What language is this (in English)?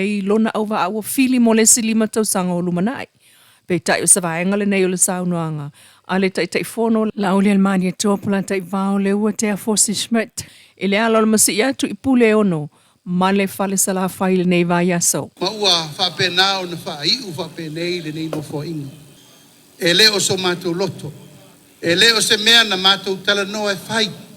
Samoan